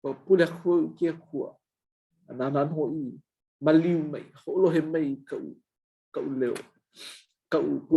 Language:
Hawaiian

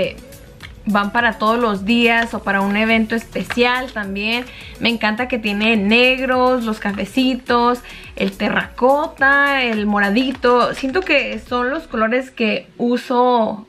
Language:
Spanish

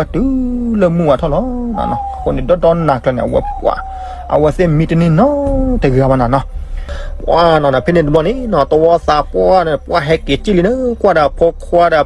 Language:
S'gaw Karen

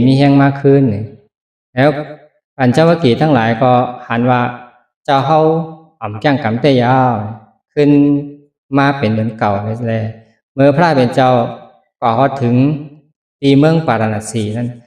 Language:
Shan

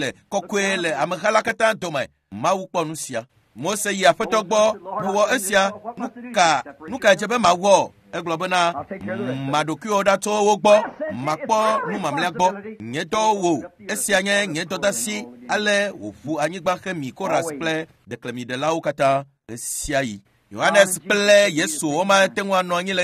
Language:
Ewe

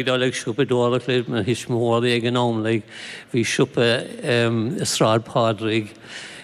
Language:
Irish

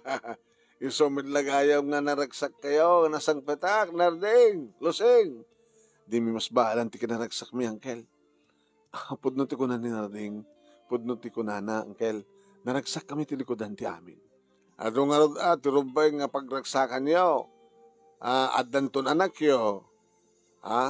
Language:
Iloko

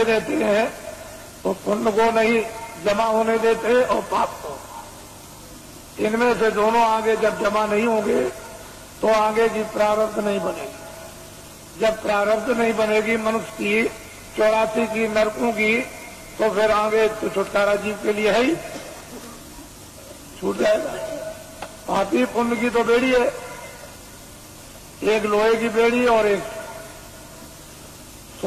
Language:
Hindi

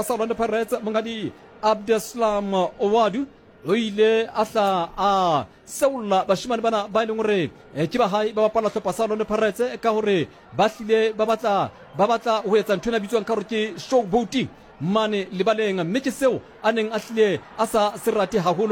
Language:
Southern Sotho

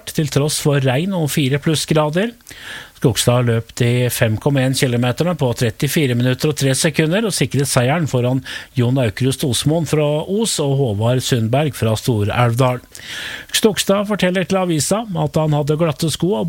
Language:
Norwegian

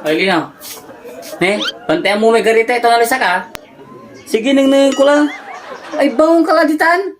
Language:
Pangasinan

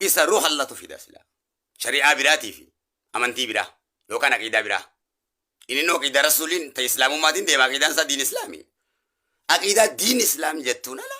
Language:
Oromo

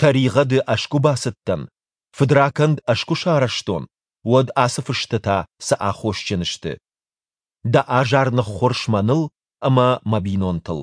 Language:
Ossetic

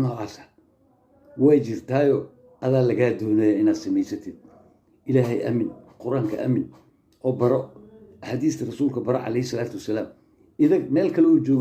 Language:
Somali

